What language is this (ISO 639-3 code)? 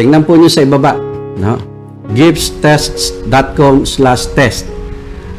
fil